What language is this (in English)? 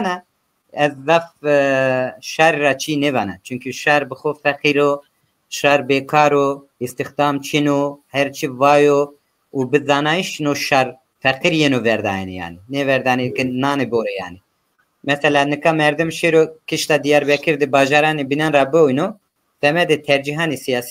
Zaza